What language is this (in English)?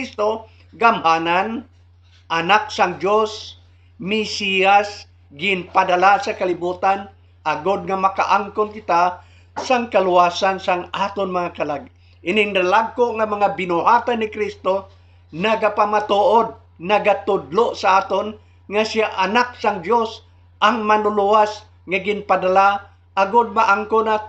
Hiligaynon